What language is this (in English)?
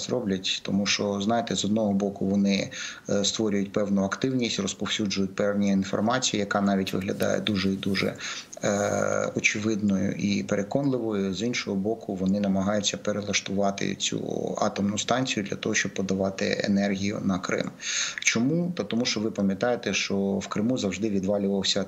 Ukrainian